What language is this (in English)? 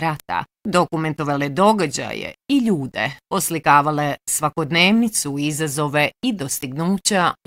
Bosnian